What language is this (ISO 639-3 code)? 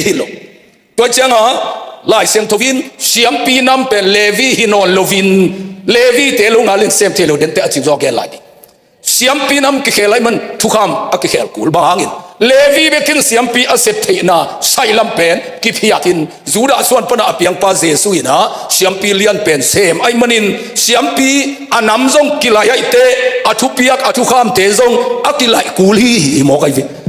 ctd